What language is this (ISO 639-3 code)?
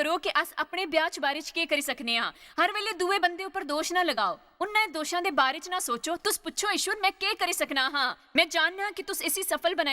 doi